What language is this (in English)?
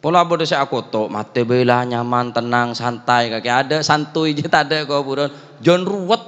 Madurese